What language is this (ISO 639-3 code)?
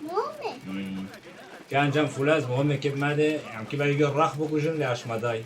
kur